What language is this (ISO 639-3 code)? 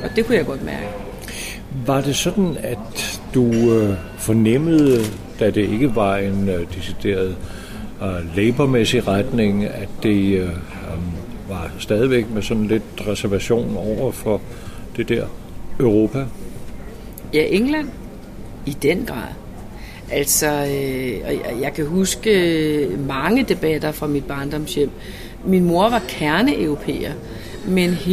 dan